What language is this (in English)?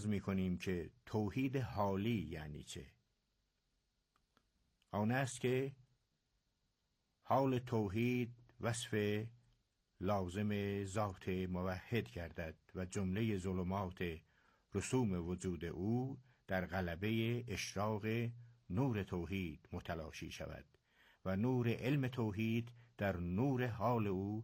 Persian